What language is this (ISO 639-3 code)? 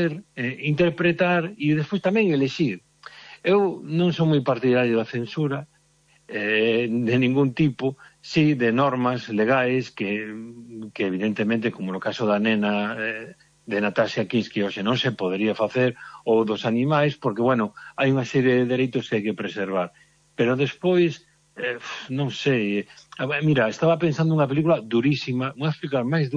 glg